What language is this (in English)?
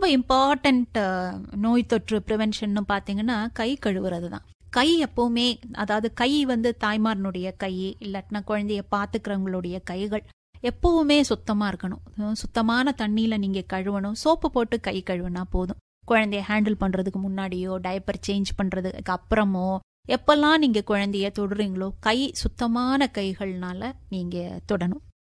Tamil